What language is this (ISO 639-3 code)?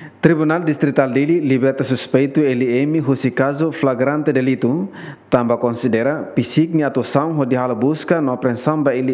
tet